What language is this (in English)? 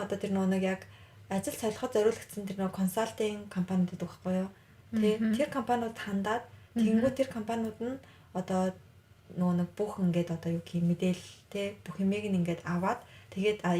Mongolian